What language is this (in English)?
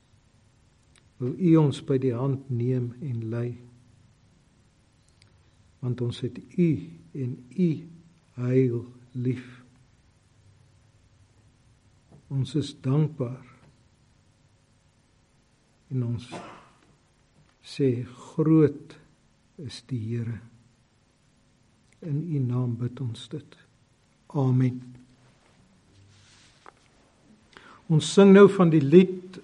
Afrikaans